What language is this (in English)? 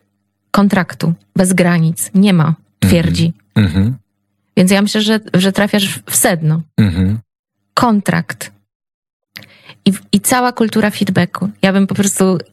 Polish